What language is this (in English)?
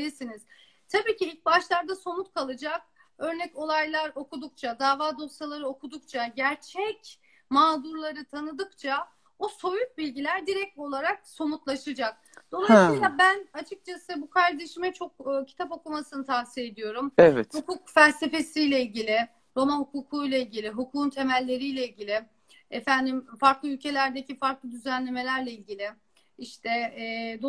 Turkish